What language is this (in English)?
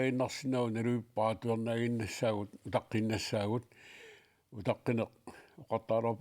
Kalaallisut